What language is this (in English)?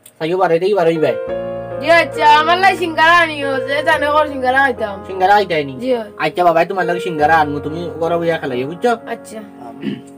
Sylheti